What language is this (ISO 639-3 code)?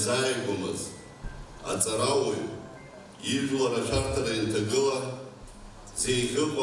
abk